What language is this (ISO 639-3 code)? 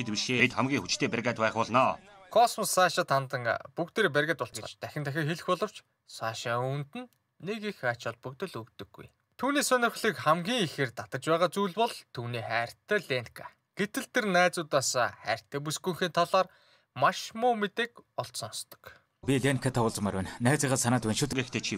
mon